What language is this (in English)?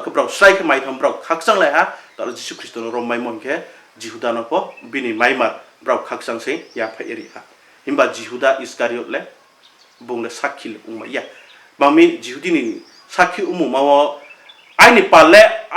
Riang (India)